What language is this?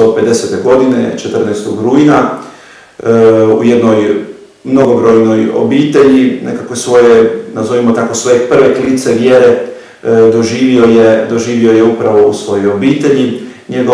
Croatian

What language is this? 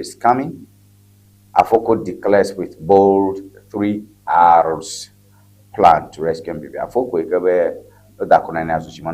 Ewe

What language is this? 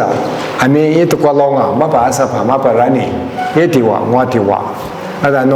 Lisu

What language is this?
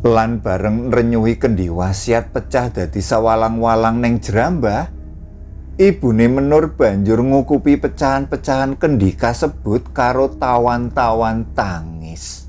Javanese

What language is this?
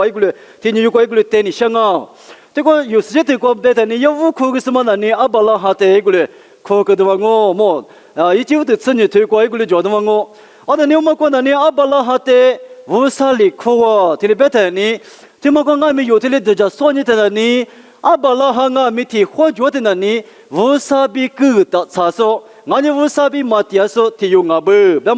Lisu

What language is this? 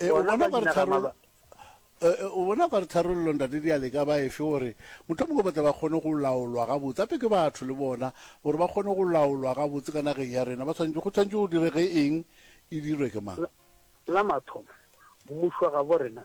Northern Sotho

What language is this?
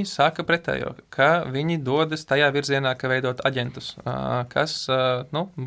Latvian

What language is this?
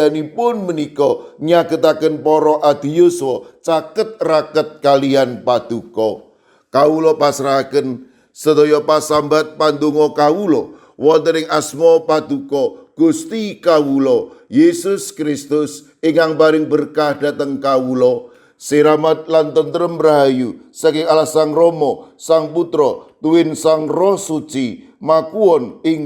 Javanese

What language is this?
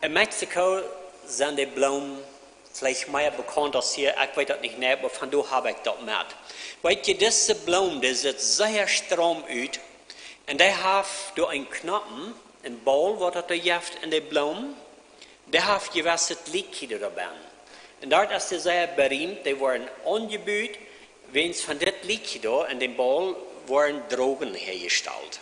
Plautdietsch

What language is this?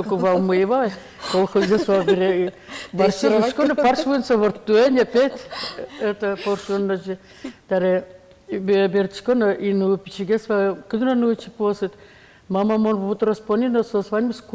Udmurt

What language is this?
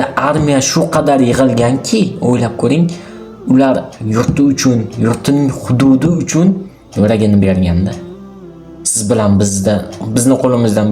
Uzbek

